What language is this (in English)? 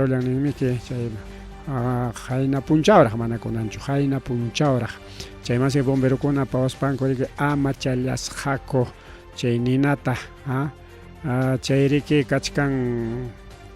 Ayacucho Quechua